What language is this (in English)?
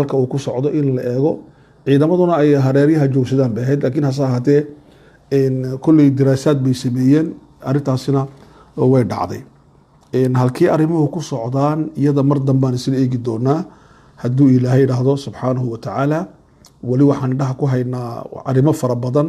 Somali